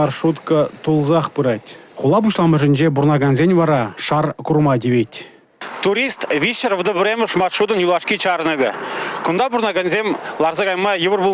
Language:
Chuvash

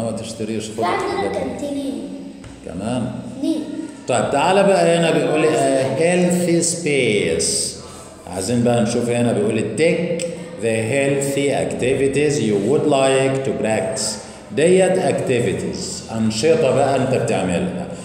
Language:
Egyptian Arabic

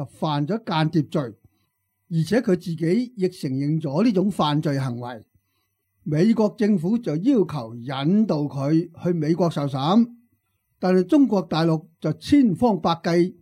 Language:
Cantonese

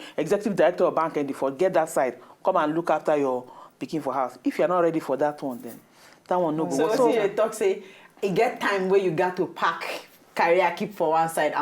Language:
Nigerian Pidgin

